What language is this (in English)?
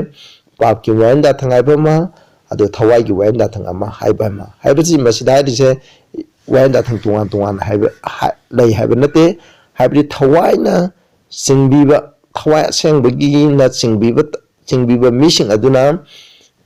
Manipuri